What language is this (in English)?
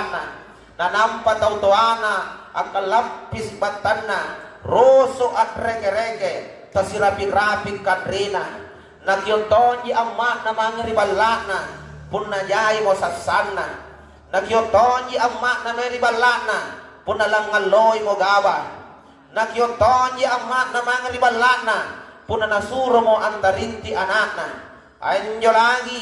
Makasar